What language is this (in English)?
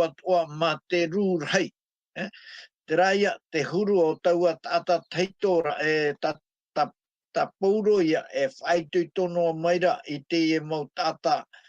Tahitian